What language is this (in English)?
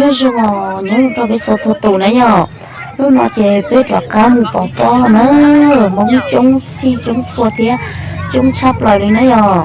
Hmong